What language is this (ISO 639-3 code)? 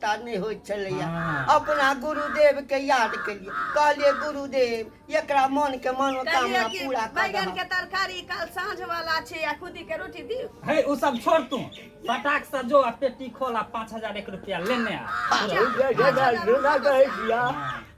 mai